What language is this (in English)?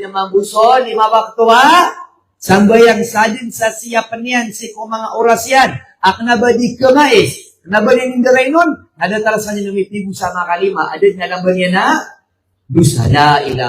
Maranao